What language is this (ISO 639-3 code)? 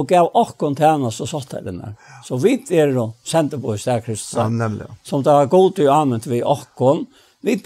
fao